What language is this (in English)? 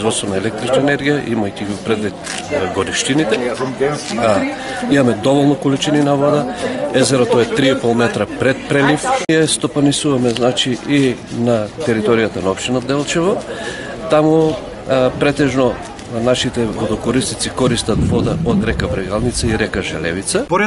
Macedonian